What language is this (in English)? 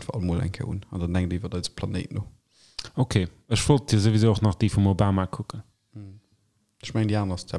Luxembourgish